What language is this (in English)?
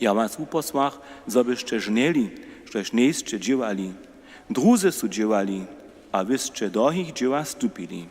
Upper Sorbian